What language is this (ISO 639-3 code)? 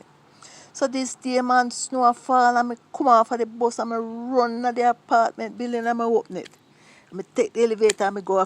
jam